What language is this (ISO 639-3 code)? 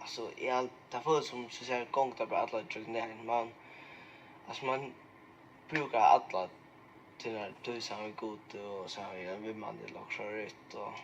fao